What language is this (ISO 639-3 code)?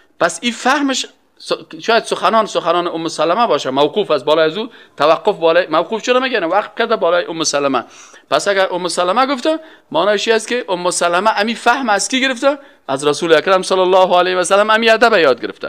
fas